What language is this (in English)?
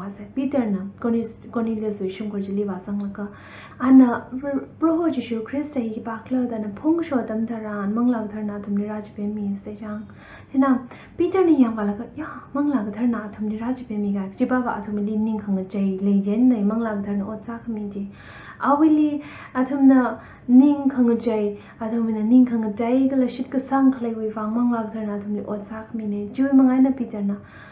Tangkhul Naga (India)